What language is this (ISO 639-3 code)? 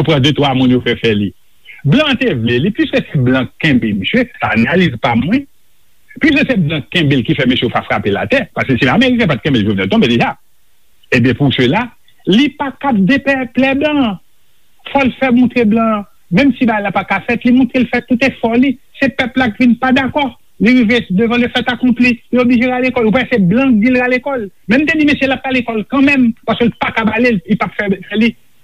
hat